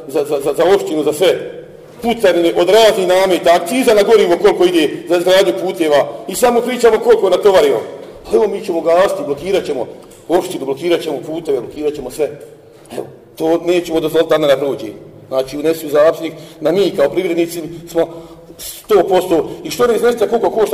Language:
Bosnian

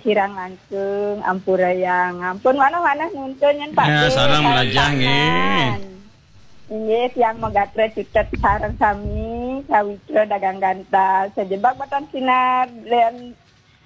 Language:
Balinese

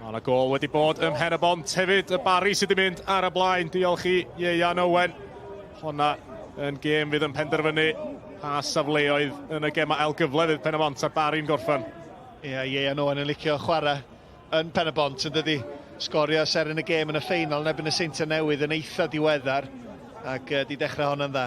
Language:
Welsh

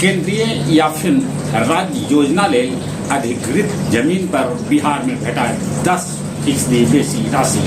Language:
Magahi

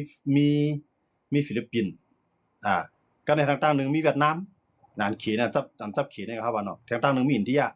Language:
Shan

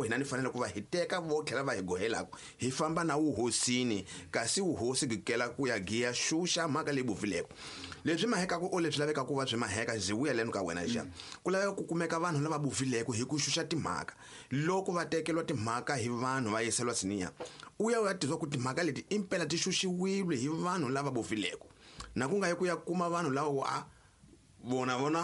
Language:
Tsonga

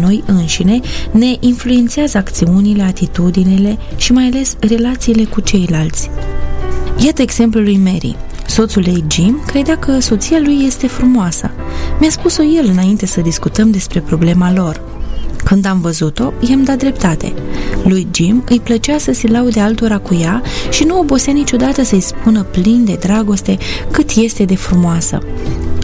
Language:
Romanian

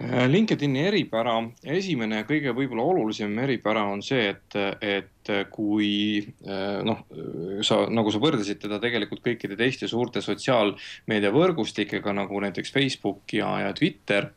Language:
Estonian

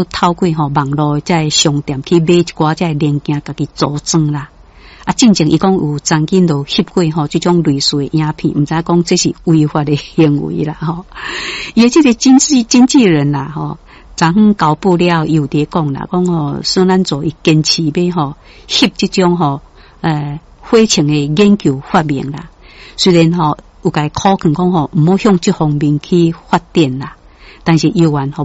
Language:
Min Nan Chinese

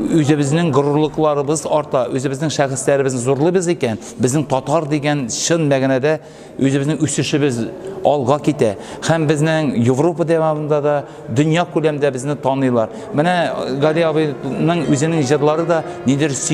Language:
Tatar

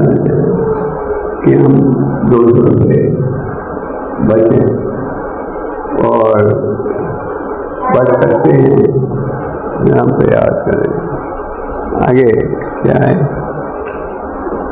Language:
Hindi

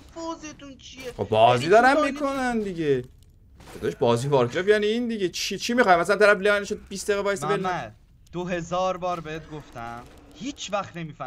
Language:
Persian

